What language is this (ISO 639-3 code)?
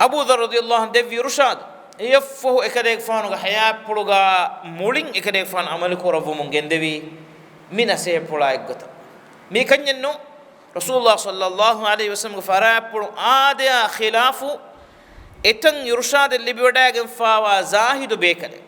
div